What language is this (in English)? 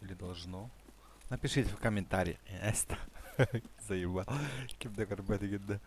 Yakut